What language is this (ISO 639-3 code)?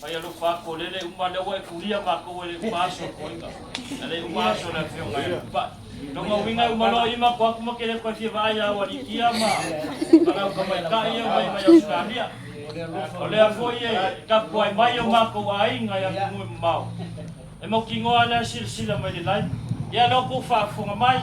smo